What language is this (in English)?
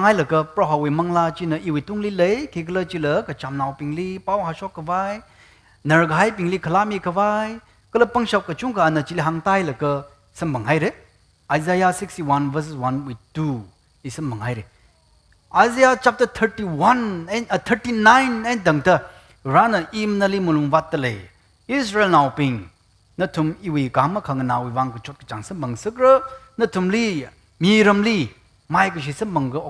Tangkhul Naga (India)